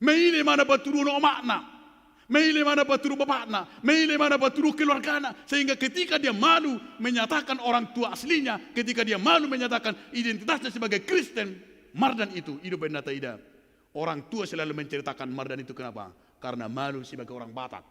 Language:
Batak Toba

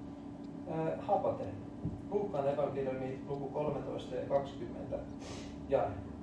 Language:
Finnish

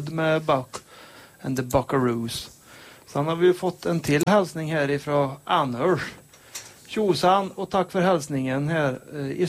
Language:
Swedish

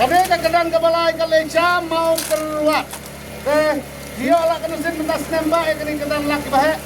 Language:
Khasi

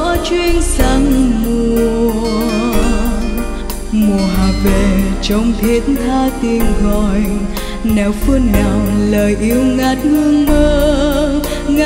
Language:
Vietnamese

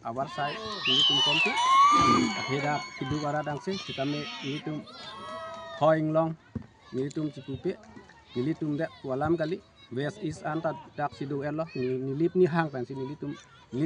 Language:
Karbi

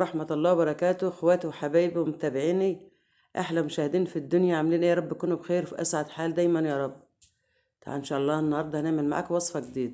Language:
Egyptian Arabic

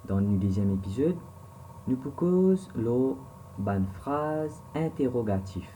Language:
Morisyen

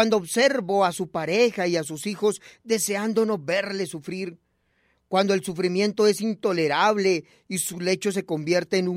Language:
Spanish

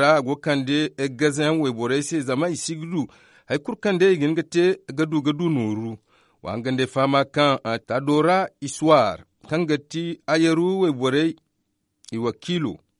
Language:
Zarma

